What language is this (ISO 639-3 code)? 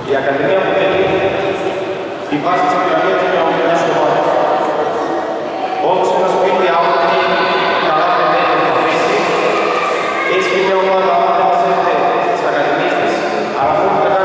ell